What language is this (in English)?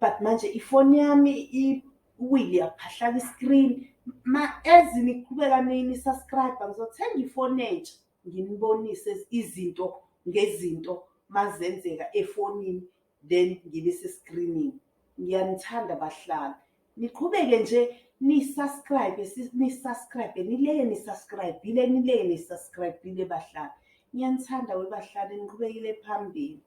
Zulu